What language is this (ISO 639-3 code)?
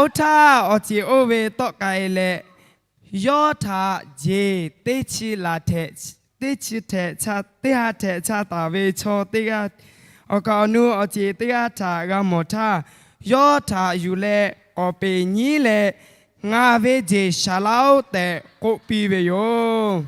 lhu